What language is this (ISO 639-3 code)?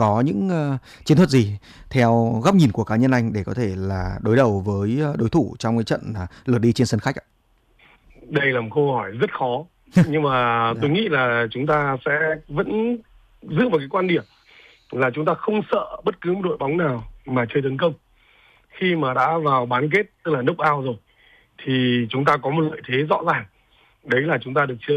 vie